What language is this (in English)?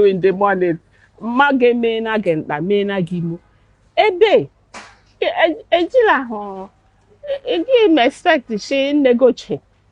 Igbo